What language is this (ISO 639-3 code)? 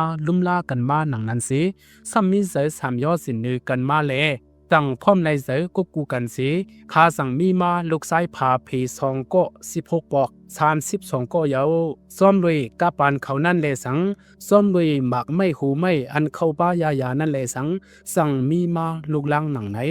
shn